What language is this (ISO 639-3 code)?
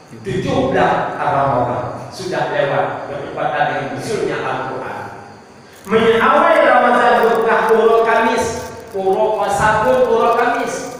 ace